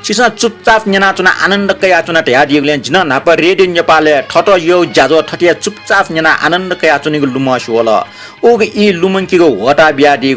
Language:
Newari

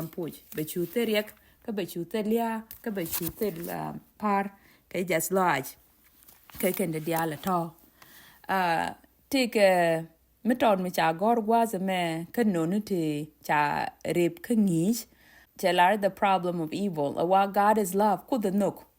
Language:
Nuer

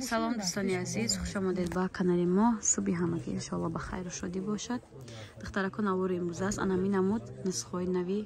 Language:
Tajik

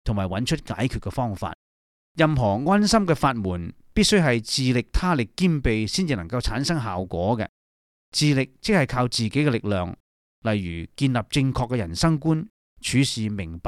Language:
Cantonese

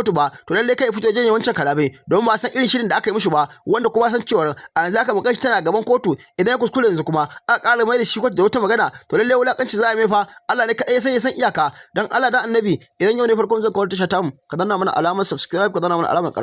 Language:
Hausa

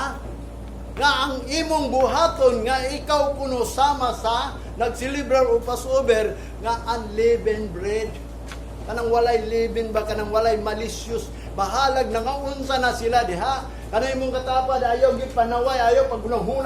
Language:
Cebuano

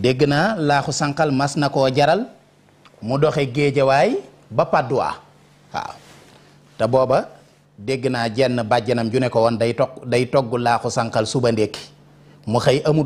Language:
Wolof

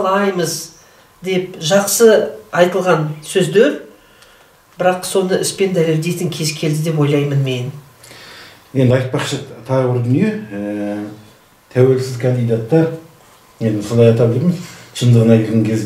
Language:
Kazakh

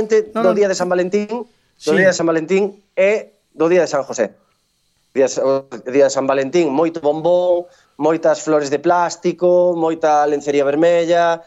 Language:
Galician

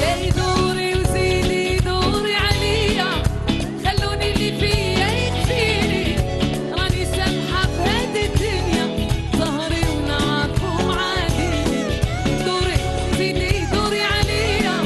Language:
Algerian Arabic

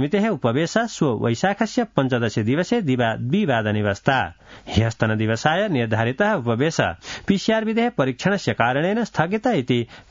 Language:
Sanskrit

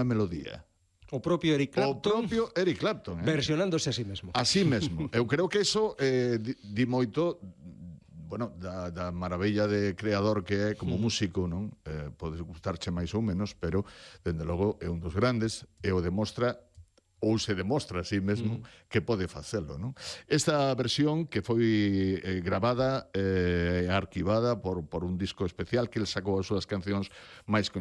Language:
Galician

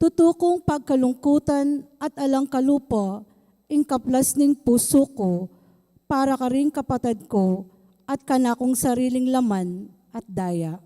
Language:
Pampanga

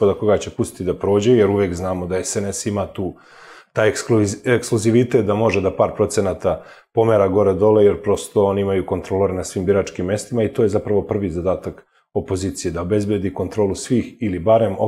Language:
Serbian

